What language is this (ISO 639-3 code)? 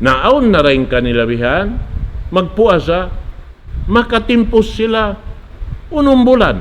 tsg